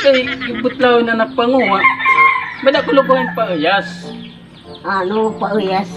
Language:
Waray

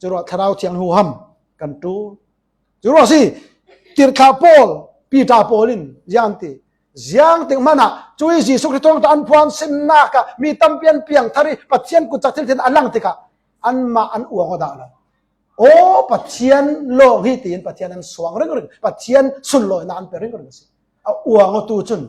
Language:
Falam Chin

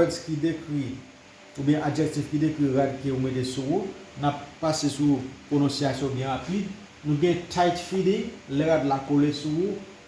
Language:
Haitian Creole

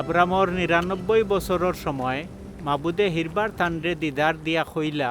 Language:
Sylheti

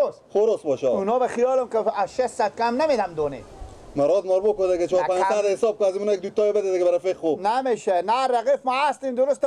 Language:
Persian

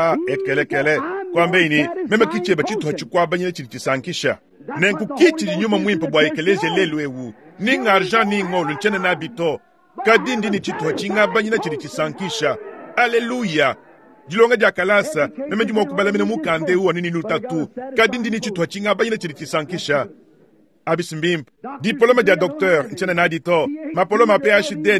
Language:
Luba-Lulua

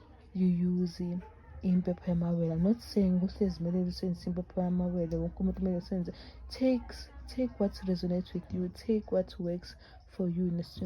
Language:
Zulu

